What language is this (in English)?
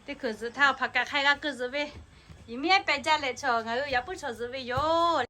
Lahu